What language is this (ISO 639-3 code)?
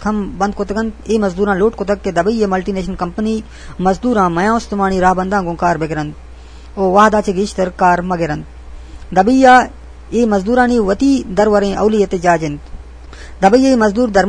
bgp